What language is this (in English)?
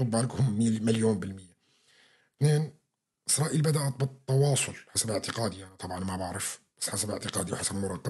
North Levantine Arabic